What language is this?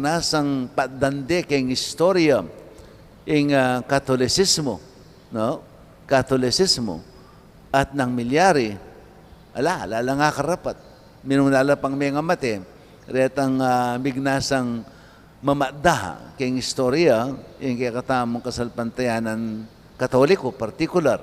Pampanga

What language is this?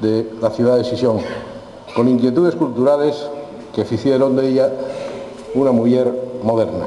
Asturian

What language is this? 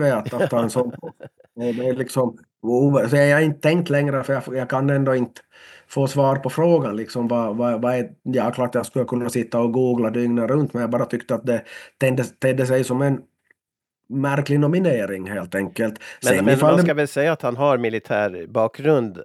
Swedish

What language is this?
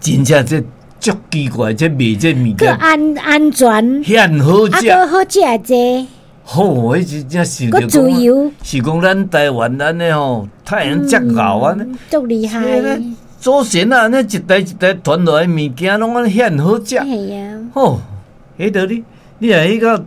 Min Nan Chinese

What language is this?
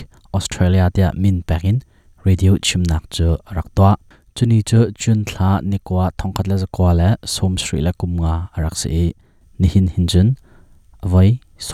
Hakha Chin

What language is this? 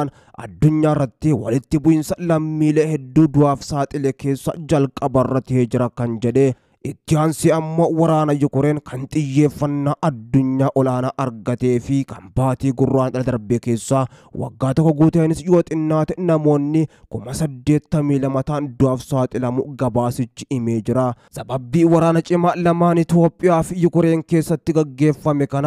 Oromo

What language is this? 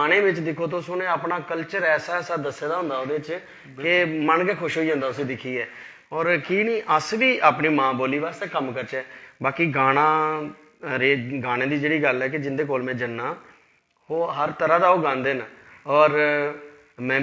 Dogri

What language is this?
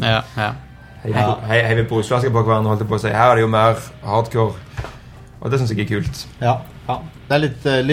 Norwegian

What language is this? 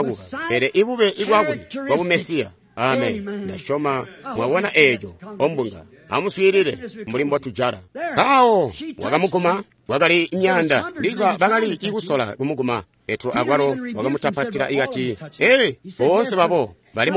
Tonga (Zambia)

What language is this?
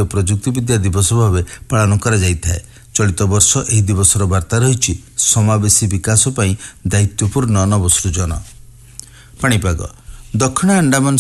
Odia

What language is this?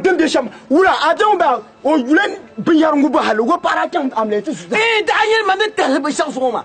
Dagbani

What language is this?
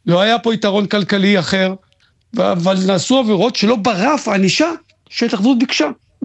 Hebrew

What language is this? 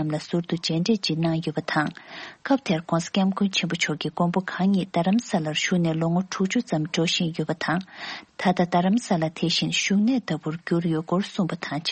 Tibetan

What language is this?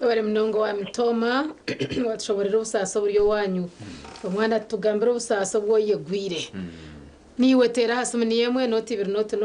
Nyankole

